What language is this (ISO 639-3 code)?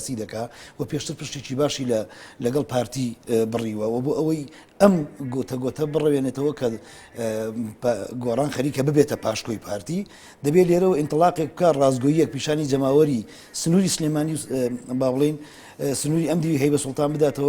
ckb